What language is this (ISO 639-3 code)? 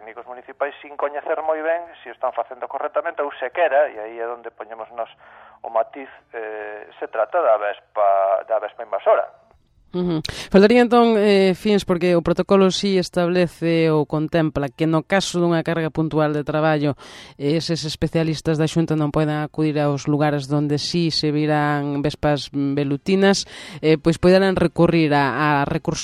glg